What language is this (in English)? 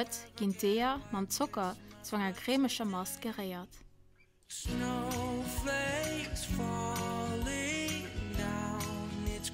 Luxembourgish